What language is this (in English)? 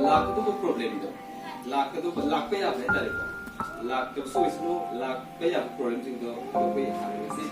Manipuri